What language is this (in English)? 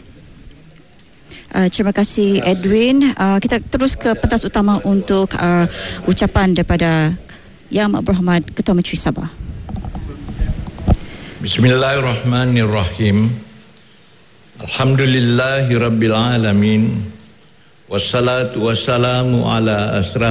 Malay